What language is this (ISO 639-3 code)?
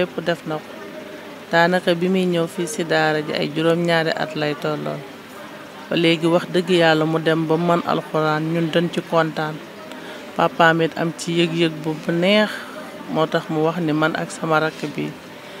wol